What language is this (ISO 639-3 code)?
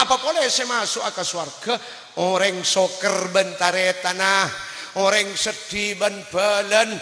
mad